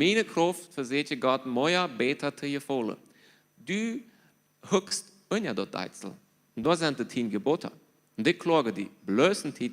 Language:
Plautdietsch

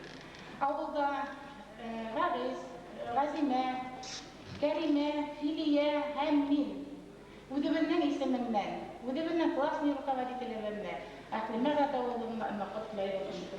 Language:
Bashkir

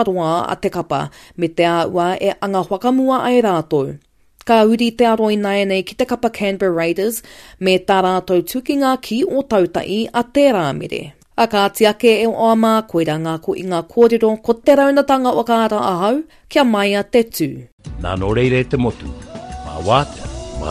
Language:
Māori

